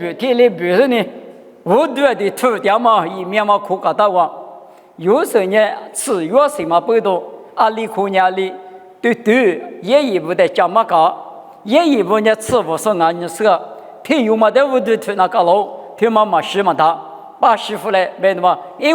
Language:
Lisu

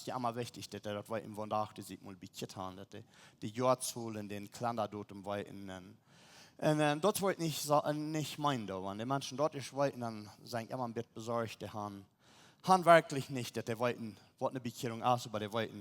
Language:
Plautdietsch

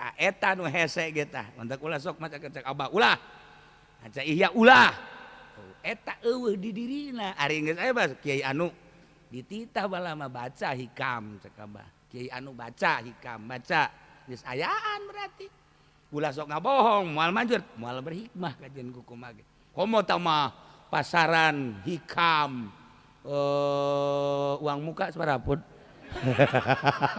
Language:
Sundanese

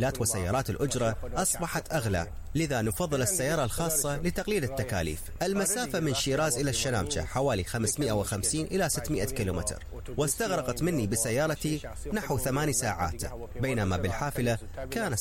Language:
Mesopotamian Arabic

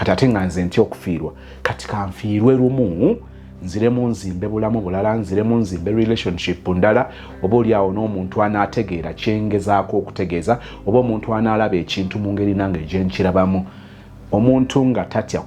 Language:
Ganda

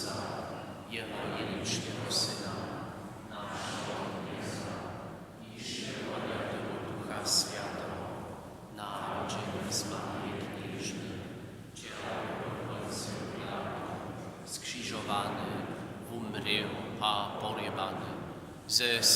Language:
Upper Sorbian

